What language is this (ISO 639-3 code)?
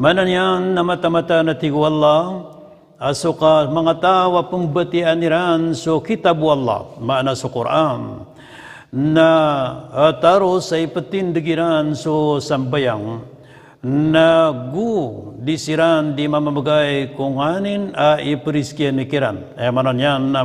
mrw